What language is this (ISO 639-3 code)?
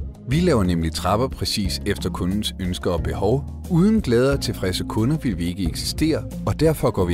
dan